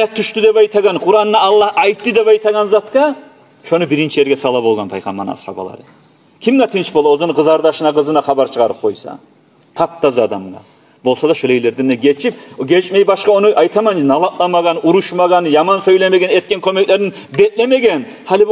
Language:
Kumyk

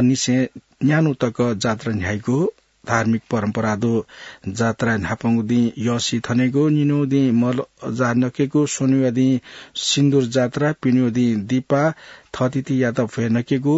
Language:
Newari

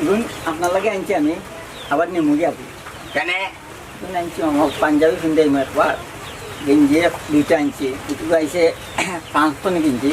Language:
Sylheti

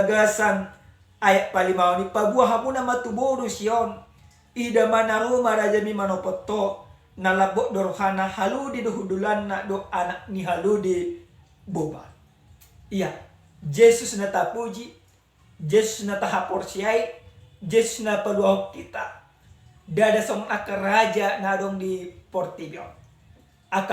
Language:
Batak Toba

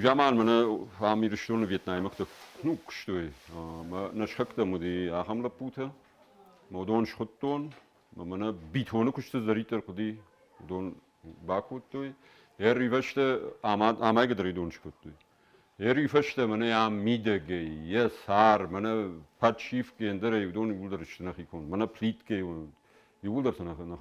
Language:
Ossetic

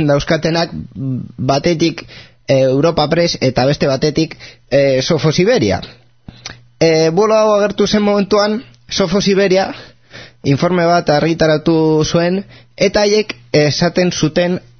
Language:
Basque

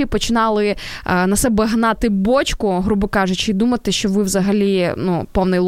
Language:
Ukrainian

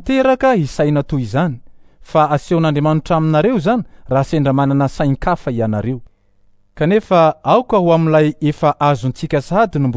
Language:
Malagasy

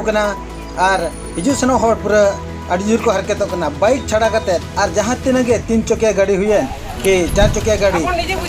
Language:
Santali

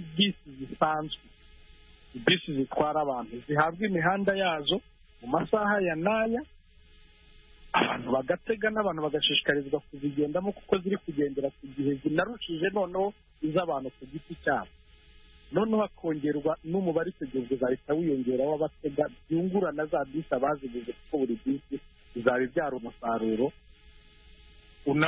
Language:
Kinyarwanda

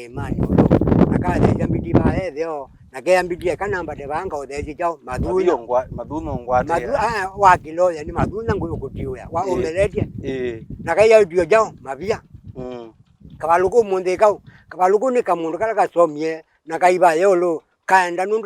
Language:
Kamba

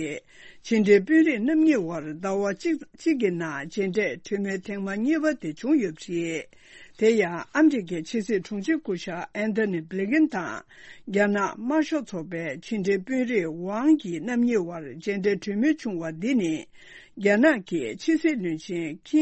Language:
Tibetan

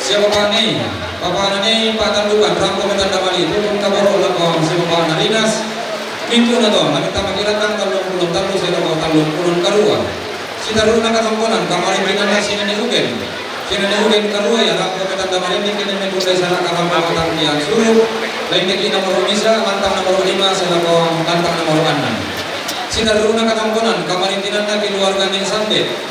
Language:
Toraja-Sa'dan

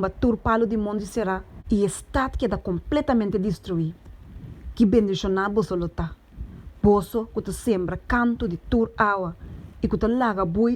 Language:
Papiamento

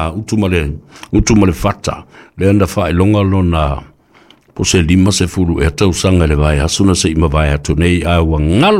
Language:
Samoan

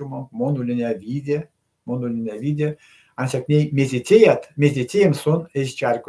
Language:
Erzya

